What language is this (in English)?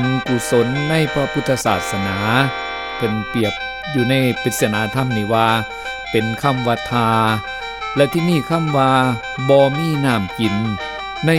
Northeastern Thai